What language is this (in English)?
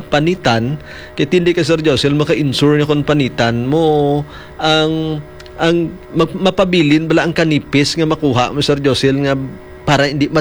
Hiligaynon